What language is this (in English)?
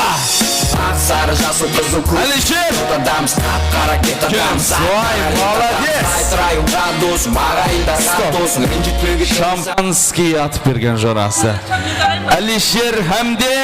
Kara-Kalpak